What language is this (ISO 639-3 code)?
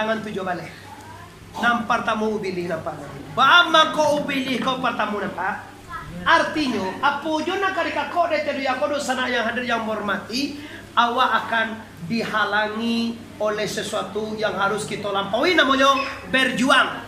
min